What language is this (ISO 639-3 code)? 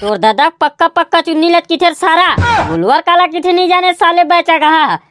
hne